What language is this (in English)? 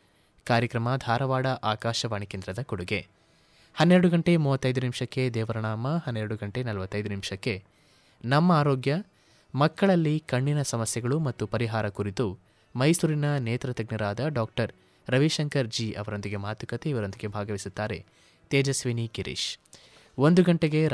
Kannada